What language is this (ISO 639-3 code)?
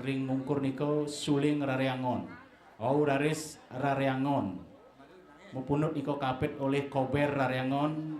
ban